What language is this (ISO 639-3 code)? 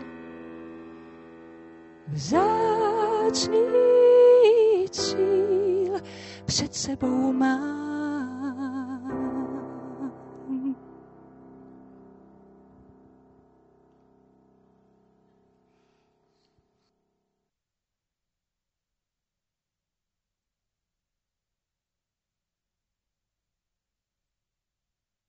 ces